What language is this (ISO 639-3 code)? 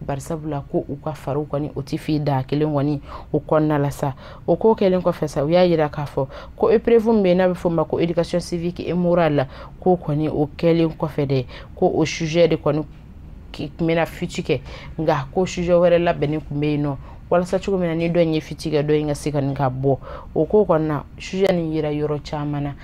bam